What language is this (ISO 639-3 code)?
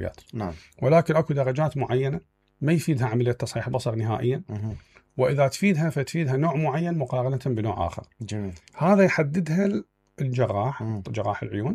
acm